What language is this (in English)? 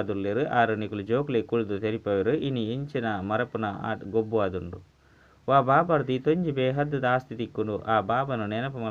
Tulu